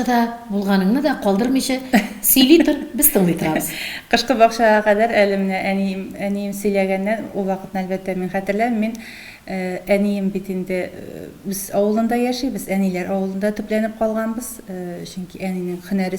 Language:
Tatar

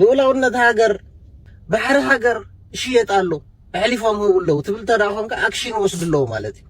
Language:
Tigrinya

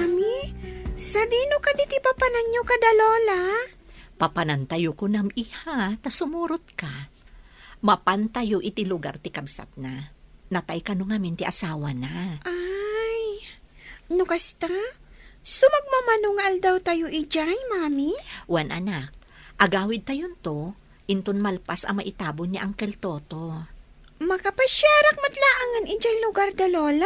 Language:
Iloko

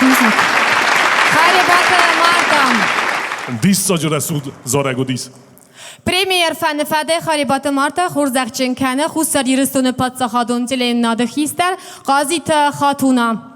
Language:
Ossetic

